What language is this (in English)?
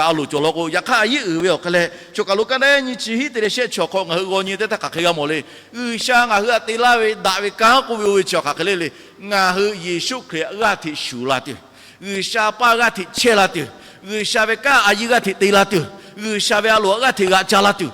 Lahu